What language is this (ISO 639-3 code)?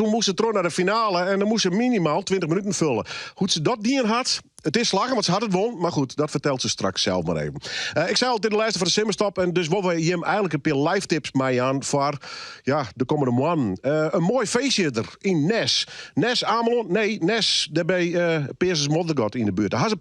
fry